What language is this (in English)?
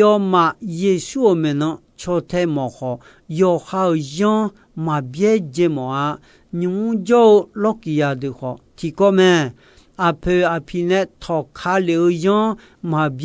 Akha